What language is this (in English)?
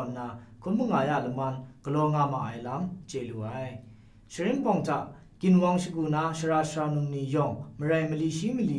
Kachin